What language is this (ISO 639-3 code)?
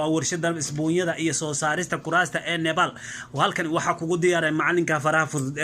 som